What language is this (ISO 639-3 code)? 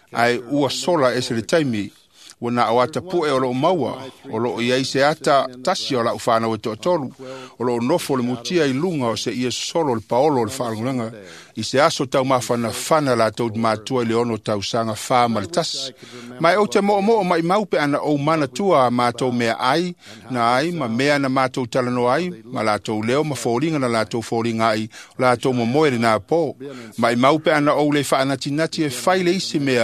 smo